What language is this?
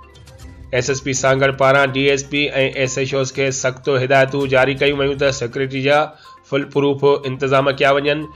Sindhi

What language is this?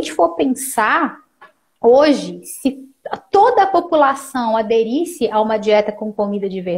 Portuguese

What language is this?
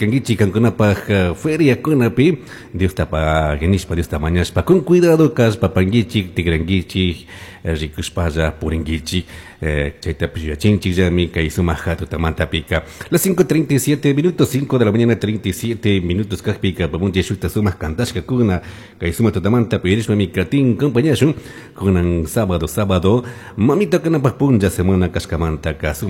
Chimborazo Highland Quichua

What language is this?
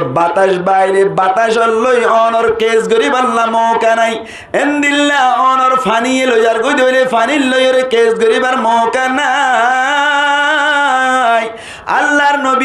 Rohingya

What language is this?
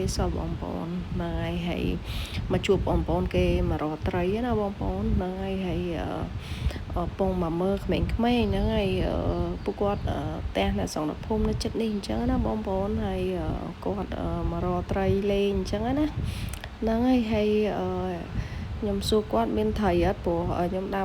Khmer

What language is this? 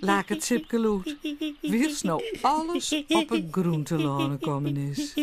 Western Frisian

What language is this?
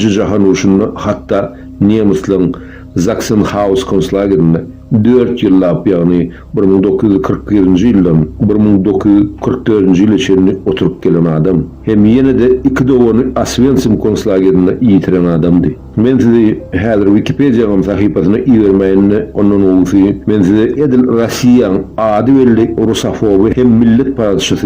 Turkmen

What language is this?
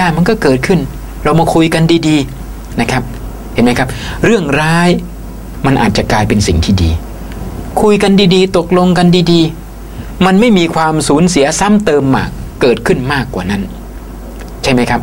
Thai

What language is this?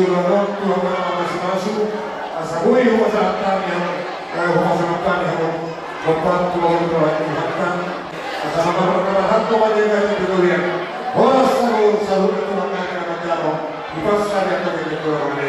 Batak Toba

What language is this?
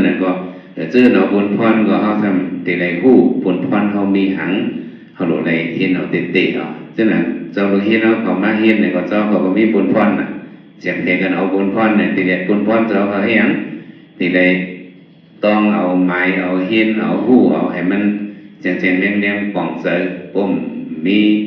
Shan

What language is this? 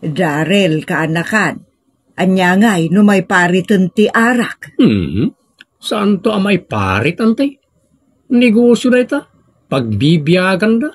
Iloko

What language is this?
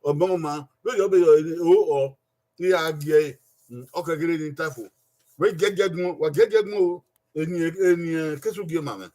Bini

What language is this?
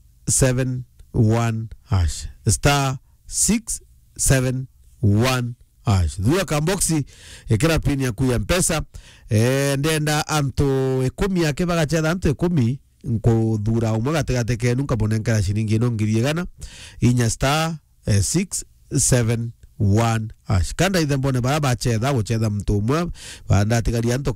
Meru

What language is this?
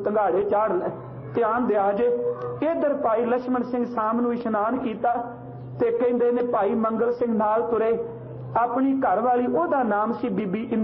Punjabi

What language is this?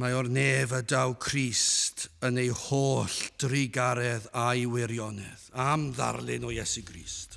Welsh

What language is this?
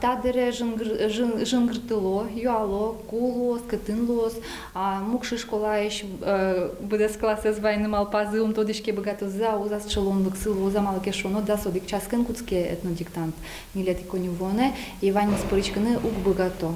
Udmurt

